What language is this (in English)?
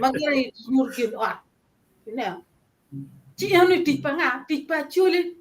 Acoli